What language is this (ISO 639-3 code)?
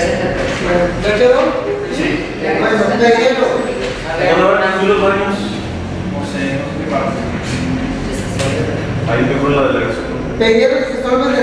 spa